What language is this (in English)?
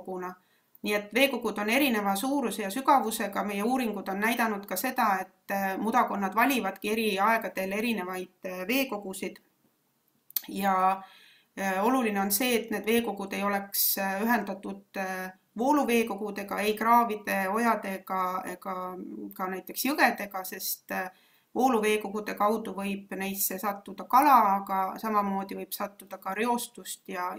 Estonian